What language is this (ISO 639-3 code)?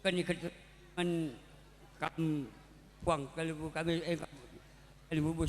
btx